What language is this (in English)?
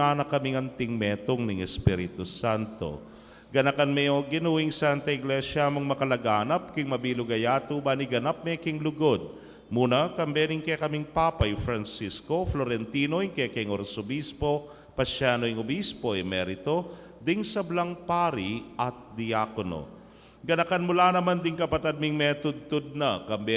Pampanga